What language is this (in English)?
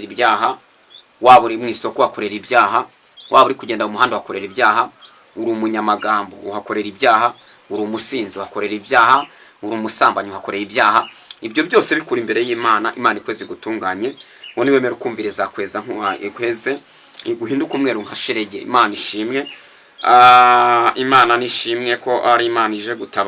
Kinyarwanda